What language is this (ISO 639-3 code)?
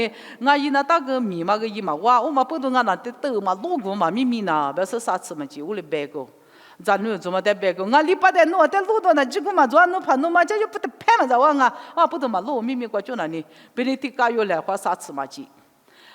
lis